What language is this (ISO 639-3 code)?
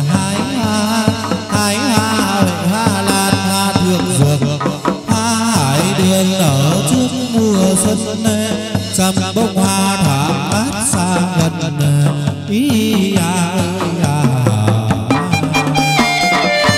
vie